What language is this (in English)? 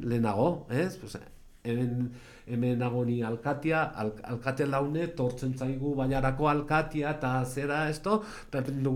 Basque